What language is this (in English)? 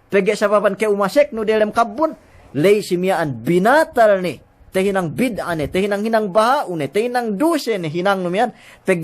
Yakan